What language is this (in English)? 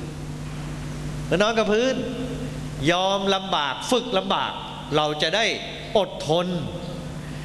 Thai